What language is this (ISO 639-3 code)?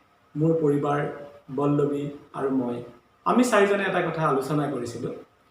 asm